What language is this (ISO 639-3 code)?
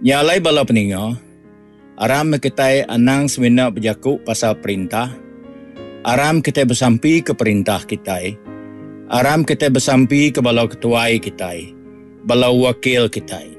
iba